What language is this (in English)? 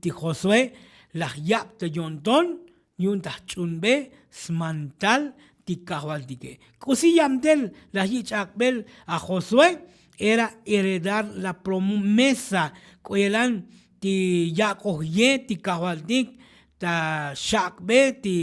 Tzotzil